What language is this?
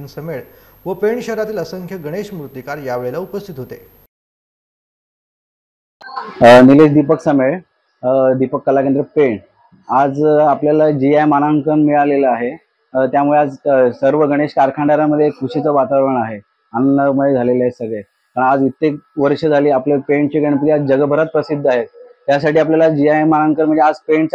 Marathi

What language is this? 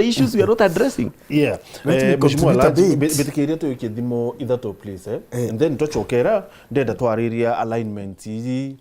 Meru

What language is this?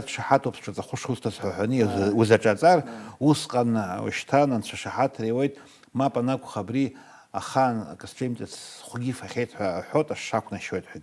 Abkhazian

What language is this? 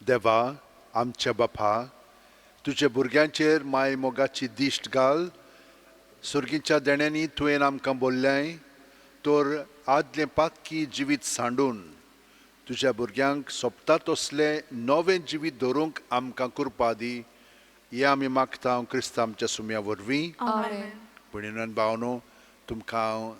Konkani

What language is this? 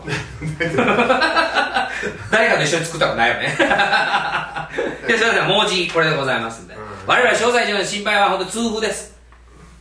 Japanese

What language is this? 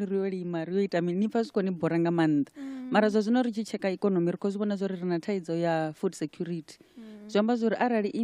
Venda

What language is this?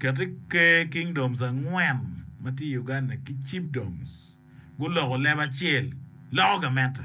Acoli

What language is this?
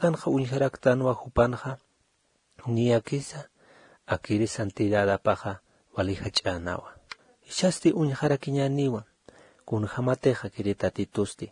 Aymara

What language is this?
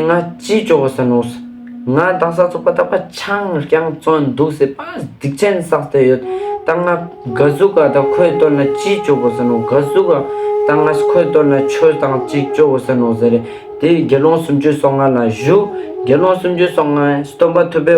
Ladakhi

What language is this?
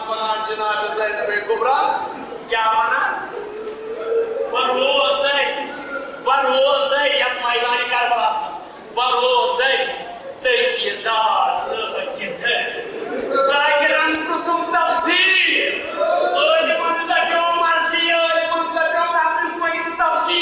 Urdu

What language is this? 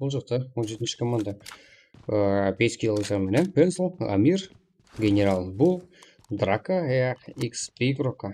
Kara-Kalpak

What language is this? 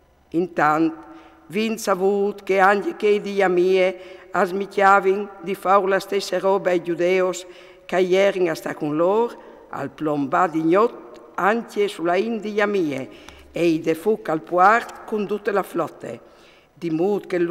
Friulian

